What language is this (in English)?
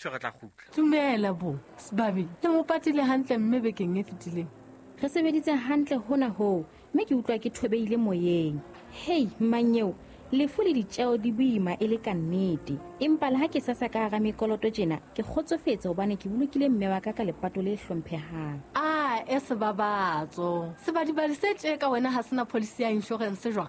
Southern Sotho